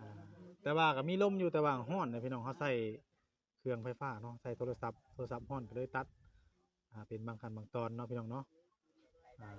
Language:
Northeastern Thai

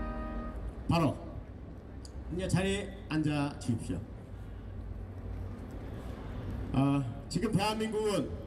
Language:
Korean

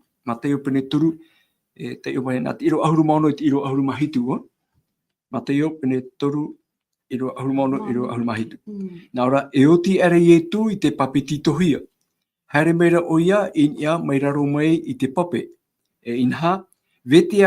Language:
Tahitian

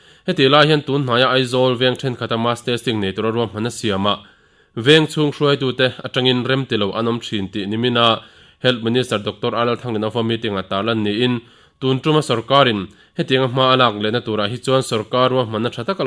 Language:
Mizo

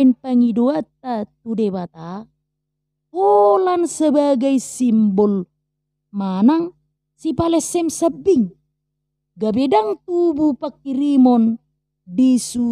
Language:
Batak Toba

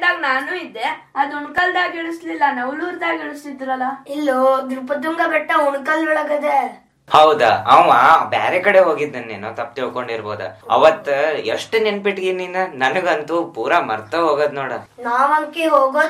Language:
Kannada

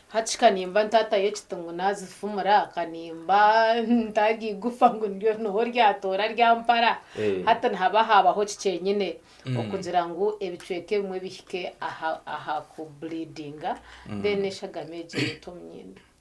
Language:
Nyankole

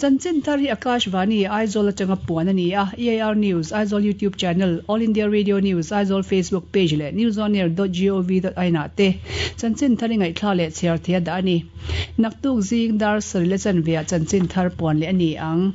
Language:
Mizo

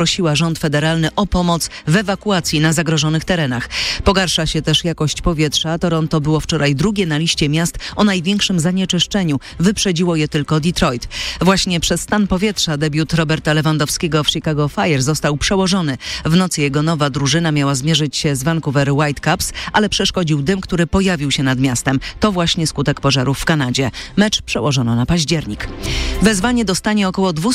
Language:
Polish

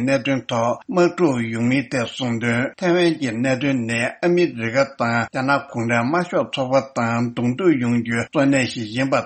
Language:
Tibetan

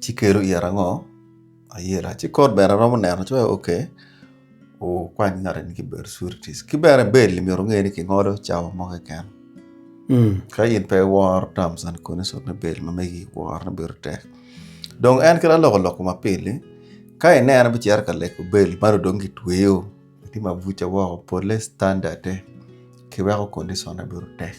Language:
Acoli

